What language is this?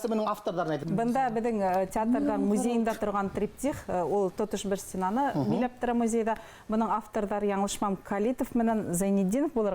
Bashkir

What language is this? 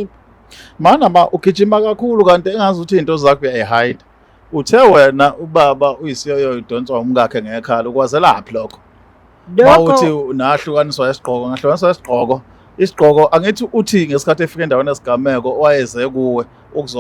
Zulu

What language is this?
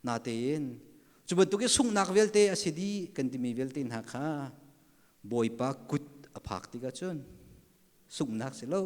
Hakha Chin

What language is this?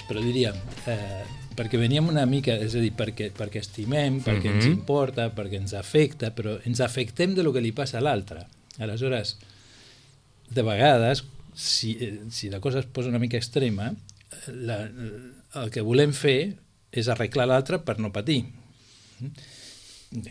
Catalan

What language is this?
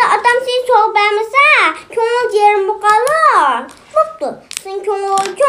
Uyghur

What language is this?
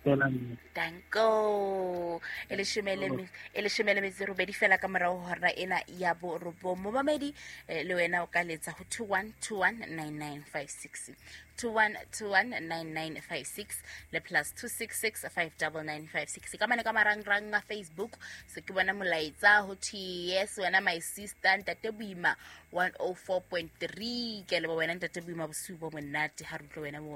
Southern Sotho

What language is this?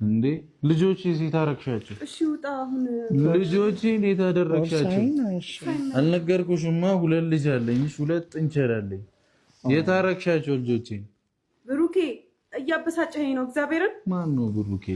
Amharic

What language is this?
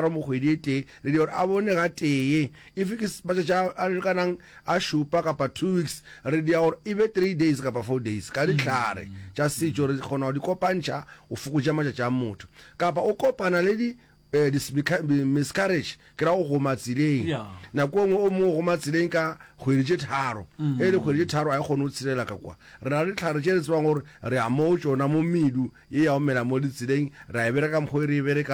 Northern Sotho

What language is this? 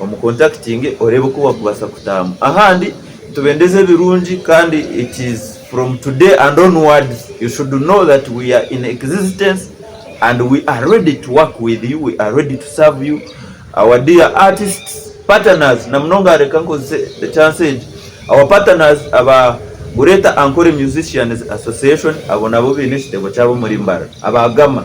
Nyankole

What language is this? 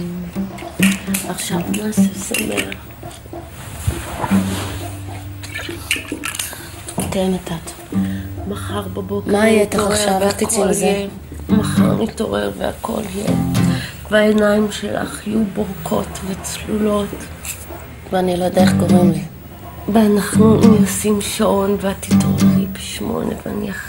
Hebrew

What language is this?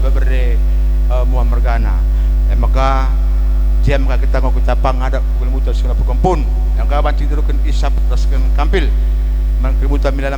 Batak Karo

